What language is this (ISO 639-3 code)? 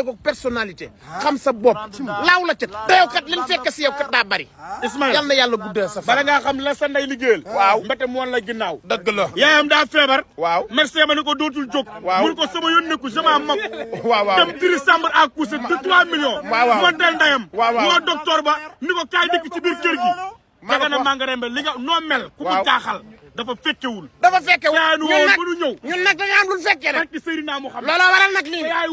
wol